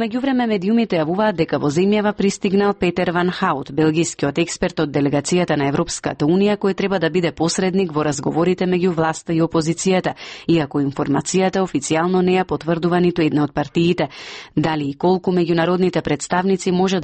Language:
Macedonian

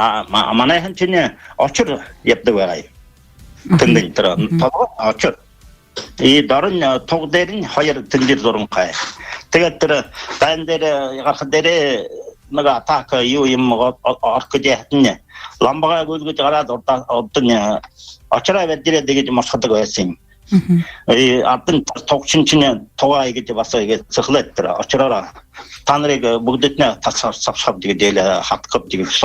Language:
Buriat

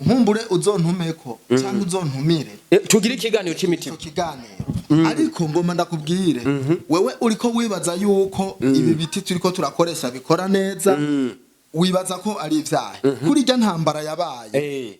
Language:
Rundi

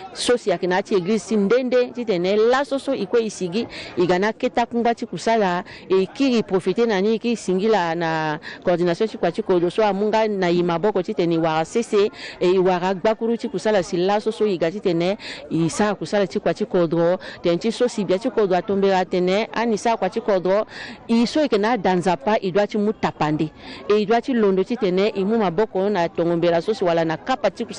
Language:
Sango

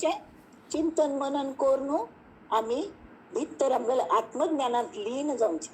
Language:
Konkani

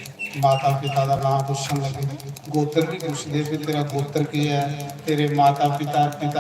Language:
Dogri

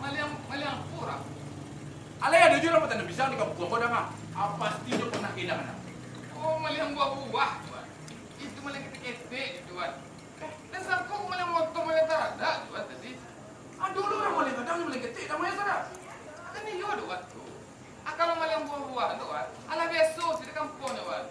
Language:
Minangkabau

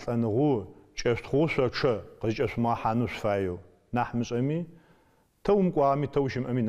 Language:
Adyghe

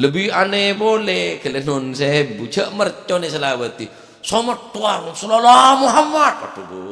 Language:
Madurese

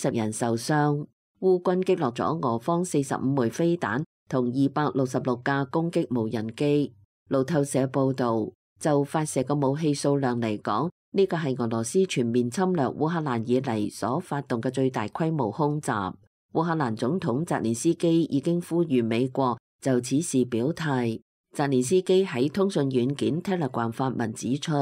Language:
Cantonese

